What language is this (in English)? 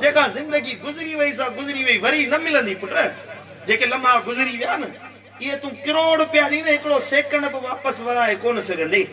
Sindhi